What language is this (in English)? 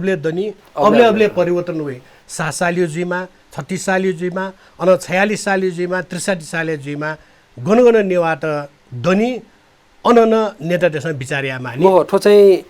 Newari